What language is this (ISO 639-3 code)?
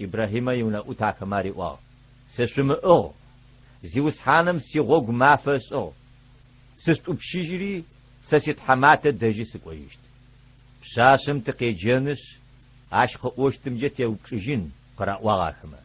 ady